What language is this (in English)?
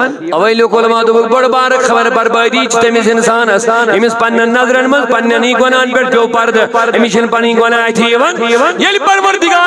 Kashmiri